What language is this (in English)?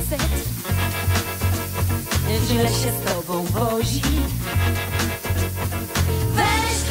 Polish